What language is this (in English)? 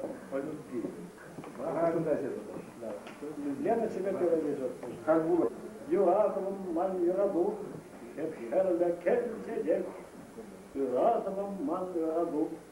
Chuvash